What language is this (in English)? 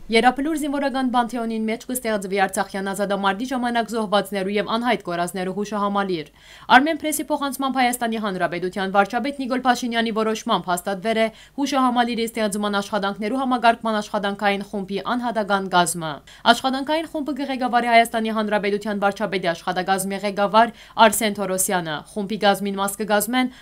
Western Armenian